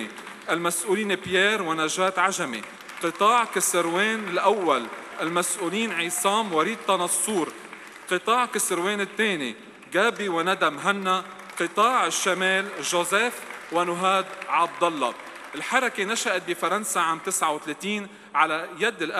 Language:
North Levantine Arabic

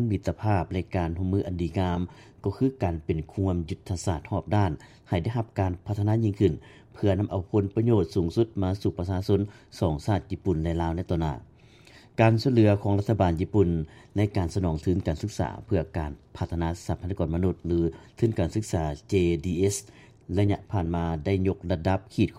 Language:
Lao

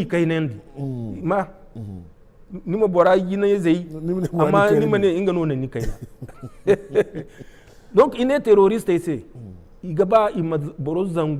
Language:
Zarma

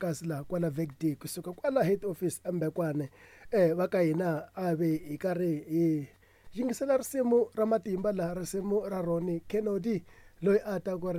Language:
Tsonga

